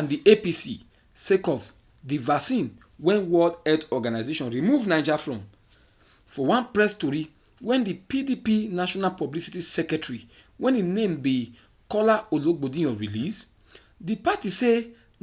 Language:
Nigerian Pidgin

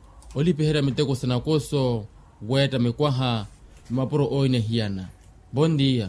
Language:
Makhuwa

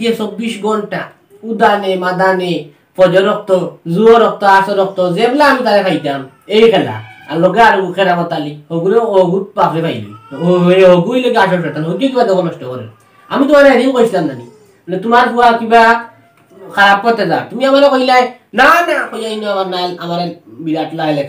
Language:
Sylheti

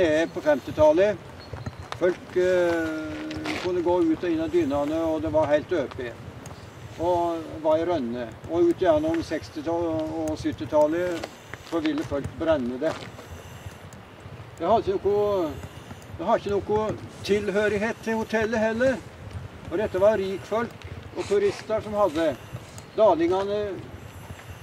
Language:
Norwegian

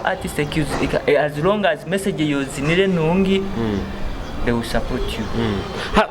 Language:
Nyoro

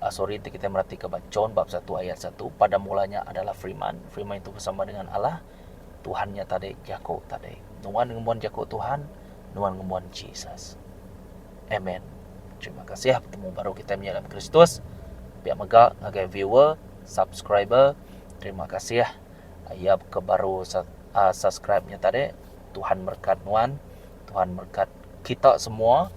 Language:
Iban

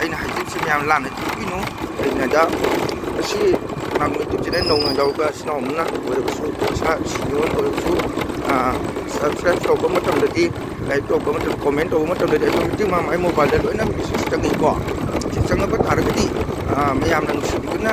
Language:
Manipuri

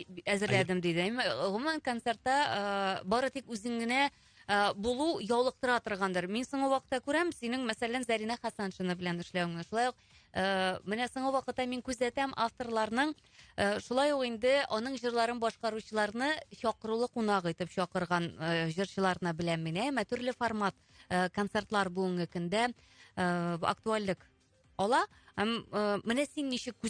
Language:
Tatar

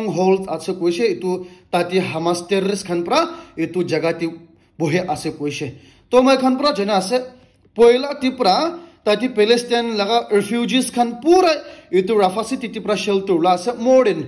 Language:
Naga Pidgin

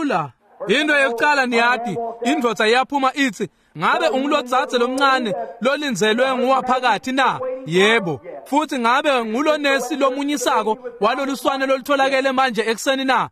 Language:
Swati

